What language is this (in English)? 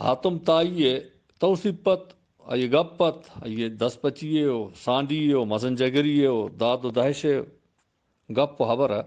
Eastern Balochi